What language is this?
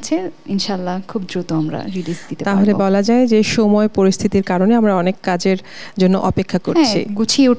Bangla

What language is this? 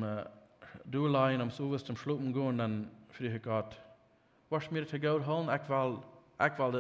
Plautdietsch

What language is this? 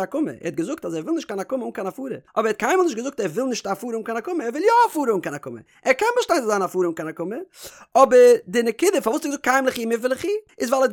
Yiddish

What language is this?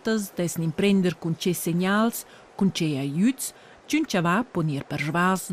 Romansh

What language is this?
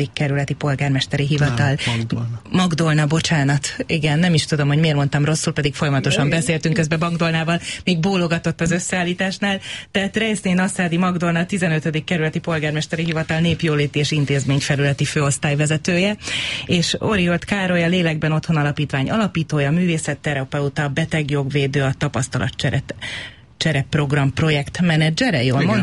Hungarian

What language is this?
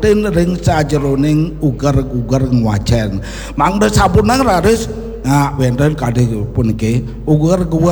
Balinese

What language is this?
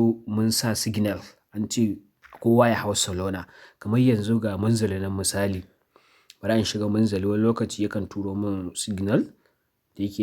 Hausa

